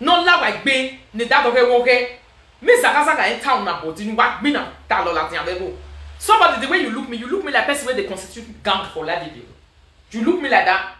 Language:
Nigerian Pidgin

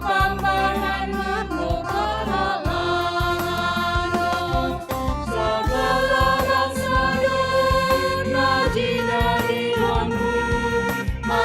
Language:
Batak Simalungun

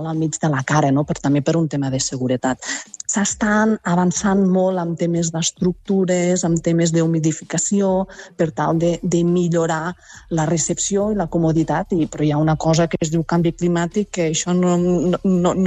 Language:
Catalan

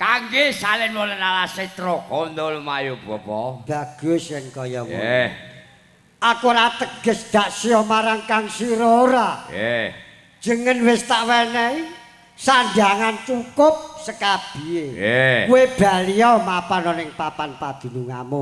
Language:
Javanese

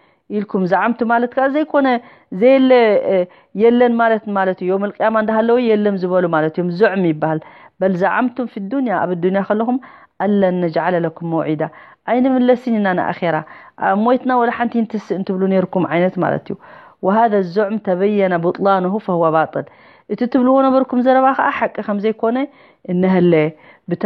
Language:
Tigrinya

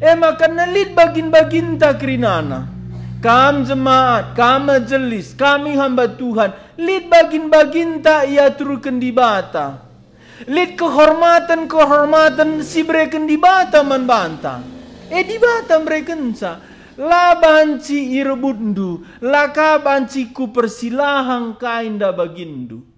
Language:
Batak Karo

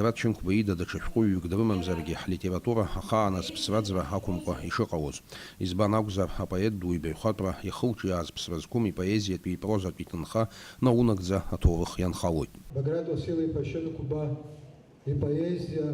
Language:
Abkhazian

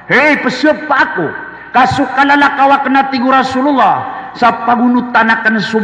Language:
Maranao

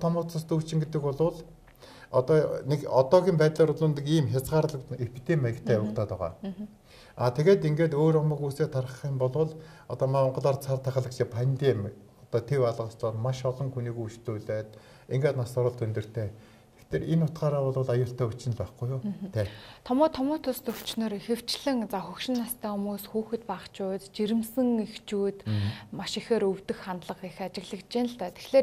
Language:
Mongolian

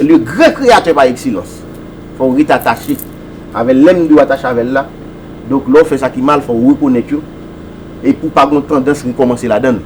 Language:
Haitian Creole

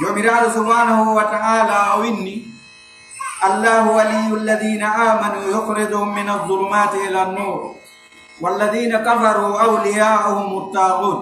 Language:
Fula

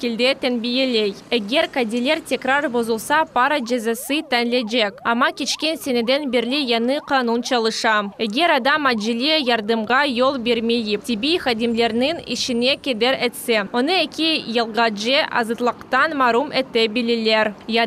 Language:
Crimean Tatar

